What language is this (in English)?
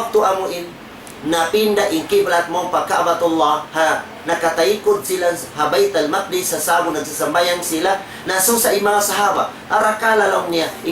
Tausug